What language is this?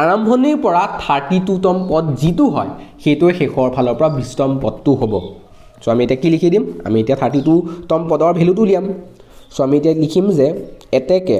Assamese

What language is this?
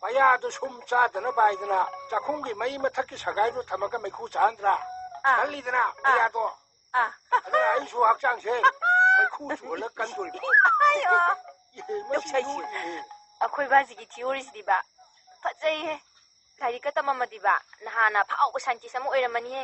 Manipuri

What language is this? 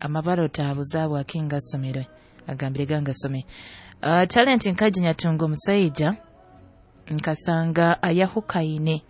Nyoro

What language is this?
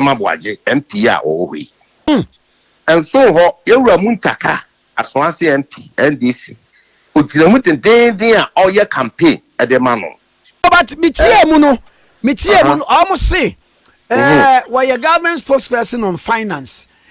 Akan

